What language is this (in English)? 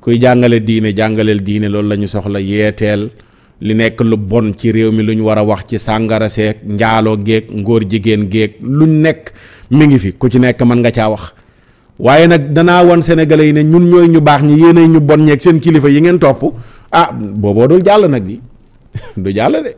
Wolof